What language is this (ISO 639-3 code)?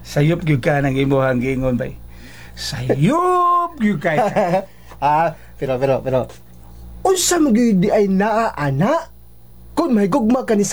ceb